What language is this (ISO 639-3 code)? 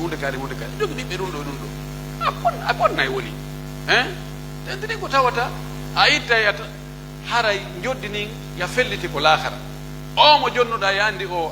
fuf